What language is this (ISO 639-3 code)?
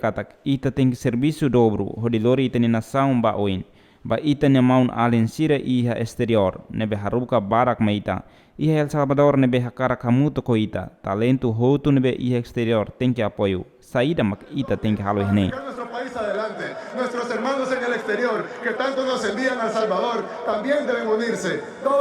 tet